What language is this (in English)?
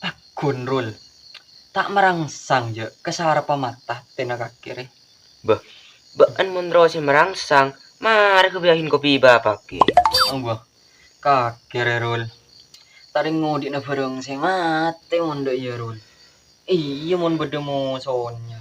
Madurese